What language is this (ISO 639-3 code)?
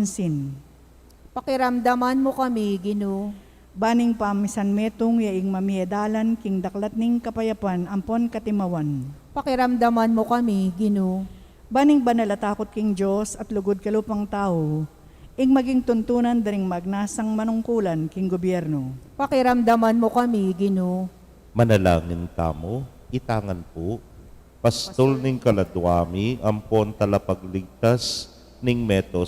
pam